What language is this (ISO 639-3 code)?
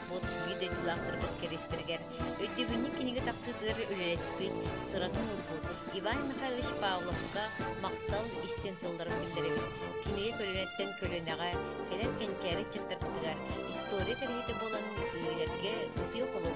sah